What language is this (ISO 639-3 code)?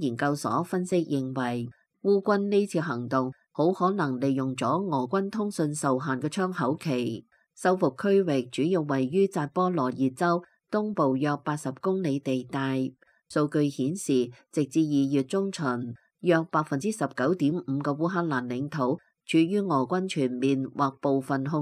yue